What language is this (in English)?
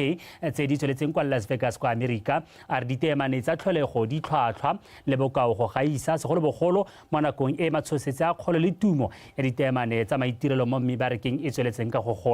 Tswana